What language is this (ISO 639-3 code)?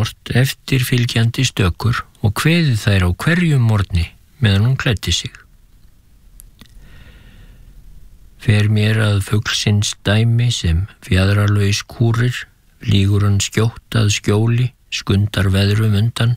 isl